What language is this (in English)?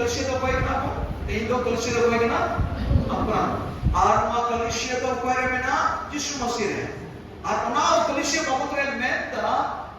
Santali